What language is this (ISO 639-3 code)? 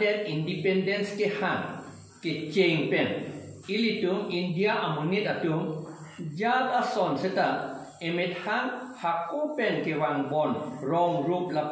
mjw